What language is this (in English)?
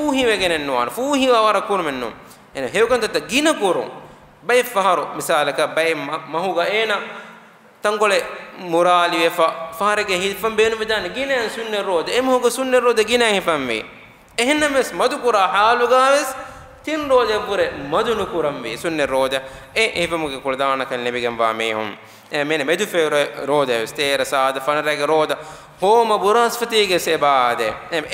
Divehi